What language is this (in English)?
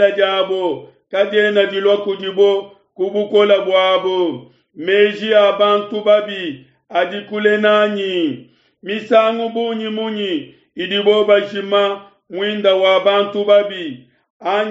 Luba-Lulua